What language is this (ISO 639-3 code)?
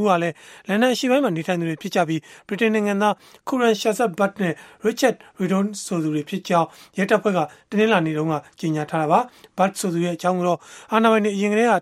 mya